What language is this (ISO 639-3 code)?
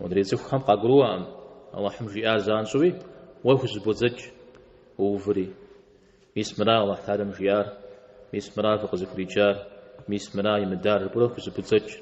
kbd